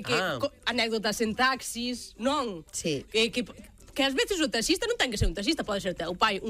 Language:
Galician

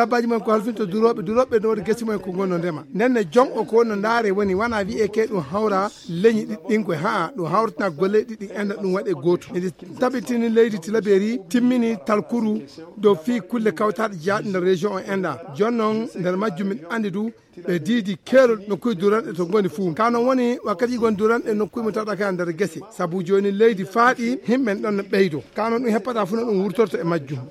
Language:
Fula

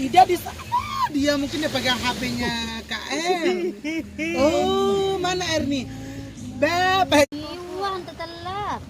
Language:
Sasak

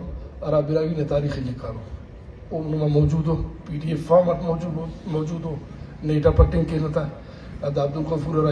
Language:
Brahui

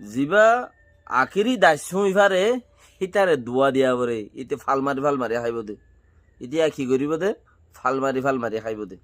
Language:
Rohingya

